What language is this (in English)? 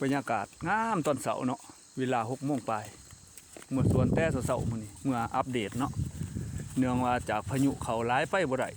Lao